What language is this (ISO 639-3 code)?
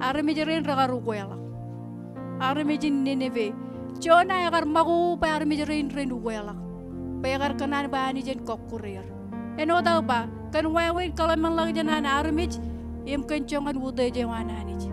mah